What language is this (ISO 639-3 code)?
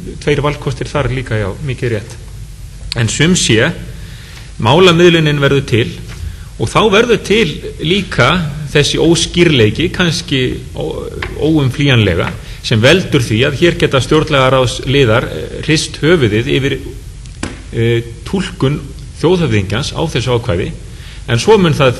isl